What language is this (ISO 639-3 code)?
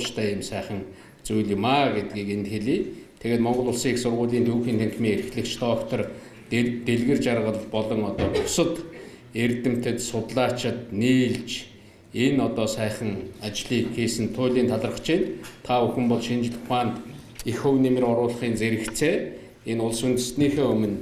mon